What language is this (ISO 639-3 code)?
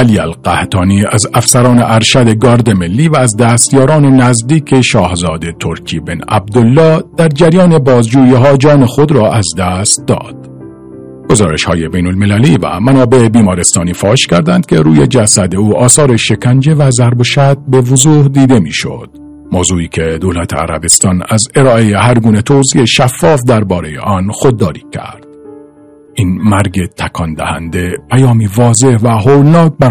fas